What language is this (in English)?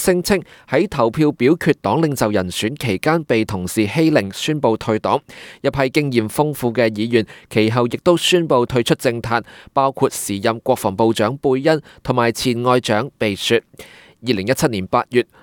Cantonese